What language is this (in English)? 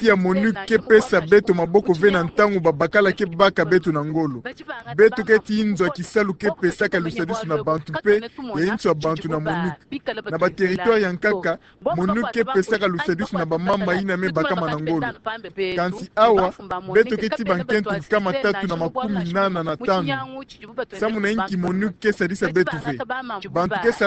Kituba (Democratic Republic of Congo)